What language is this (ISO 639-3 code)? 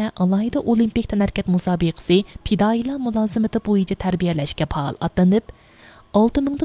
uig